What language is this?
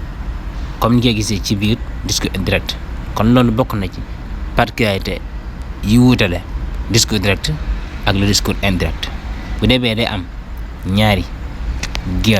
Wolof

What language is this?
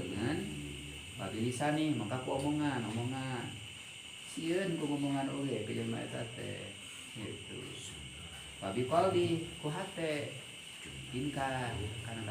Sundanese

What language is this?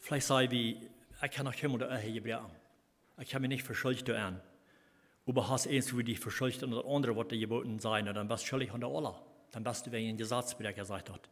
Plautdietsch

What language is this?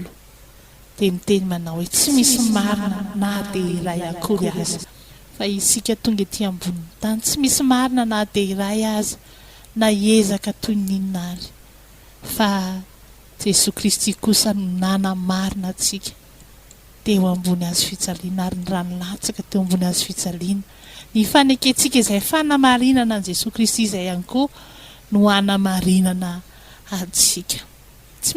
Malagasy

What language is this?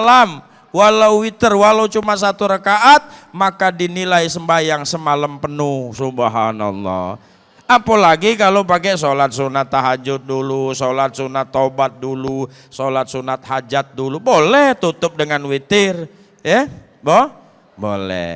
Musi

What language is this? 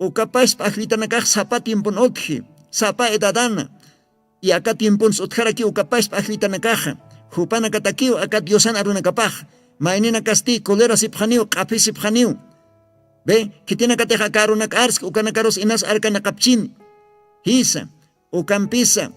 Aymara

